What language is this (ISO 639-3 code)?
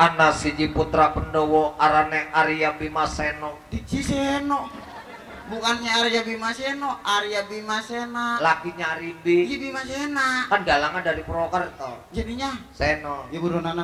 bew